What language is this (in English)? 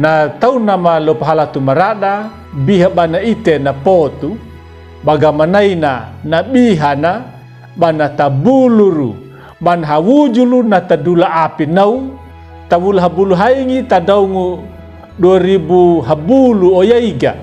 Anakalangu